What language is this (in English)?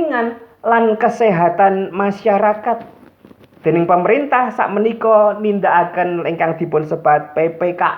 Javanese